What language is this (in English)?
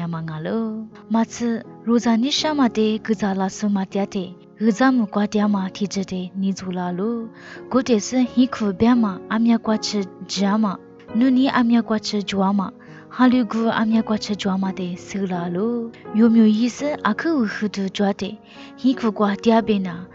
Lisu